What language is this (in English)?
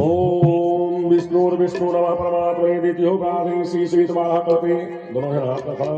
Chhattisgarhi